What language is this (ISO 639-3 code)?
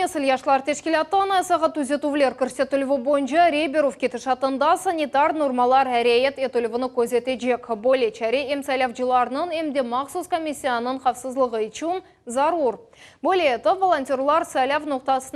crh